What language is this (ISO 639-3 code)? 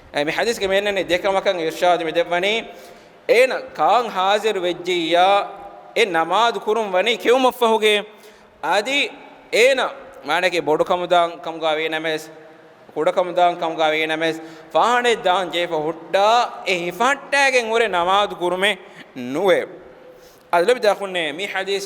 div